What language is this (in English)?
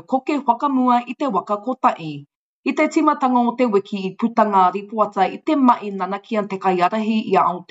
Māori